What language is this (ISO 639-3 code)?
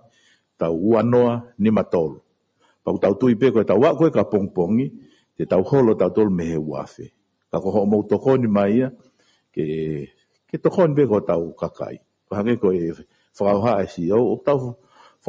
ton